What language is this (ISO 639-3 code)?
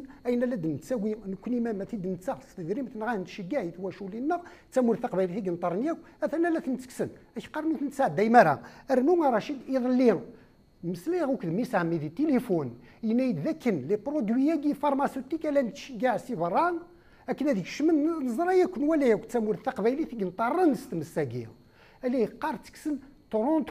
kab